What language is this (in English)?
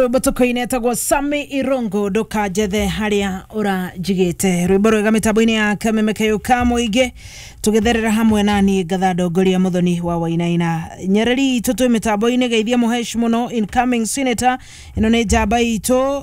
Kikuyu